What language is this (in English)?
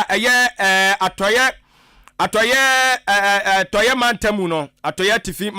Akan